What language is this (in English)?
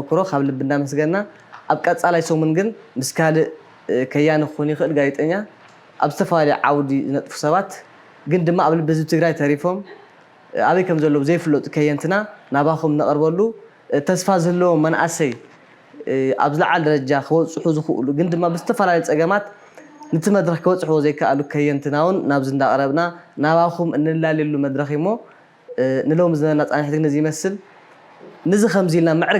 Tigrinya